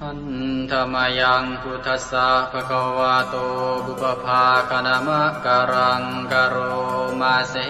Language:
Pali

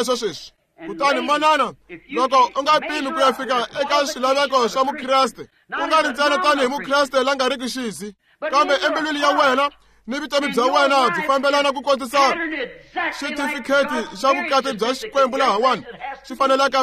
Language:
Tsonga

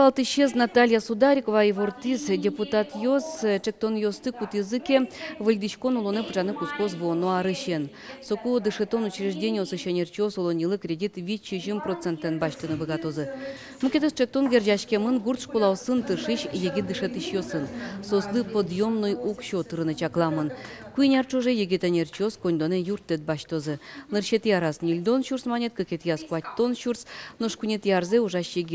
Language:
Udmurt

